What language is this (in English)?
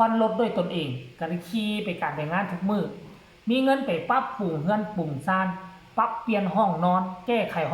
Northeastern Thai